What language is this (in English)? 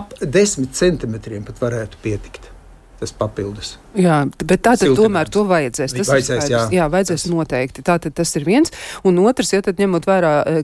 Latvian